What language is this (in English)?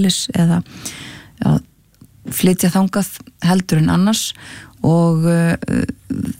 Icelandic